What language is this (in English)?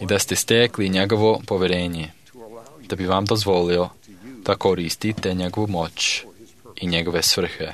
Serbian